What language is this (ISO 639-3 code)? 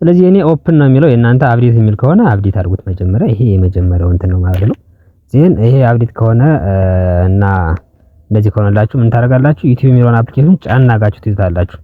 amh